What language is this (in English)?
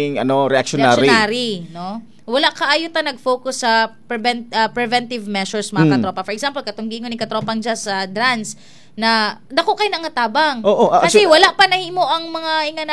Cebuano